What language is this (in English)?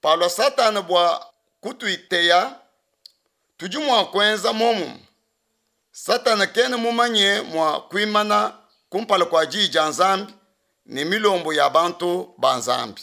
Luba-Lulua